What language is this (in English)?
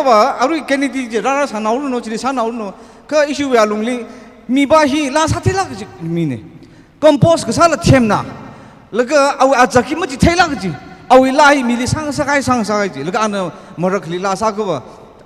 Tangkhul Naga (India)